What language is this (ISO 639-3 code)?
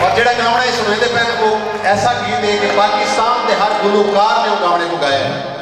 skr